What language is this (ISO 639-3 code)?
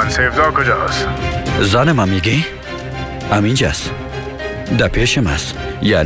fas